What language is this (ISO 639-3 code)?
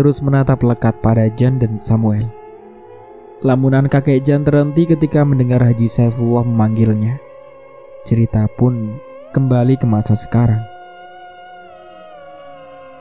ind